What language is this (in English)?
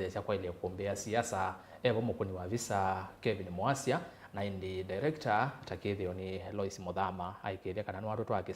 Kamba